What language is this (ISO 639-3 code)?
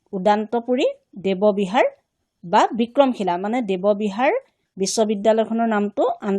asm